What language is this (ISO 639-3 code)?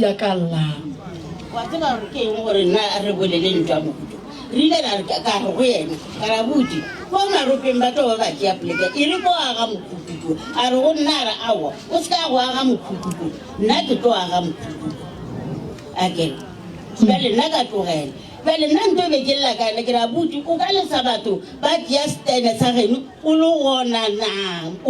nso